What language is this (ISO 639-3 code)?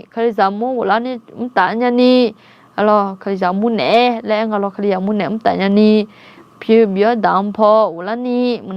ahk